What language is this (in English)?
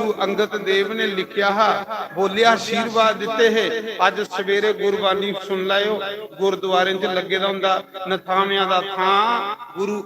Dogri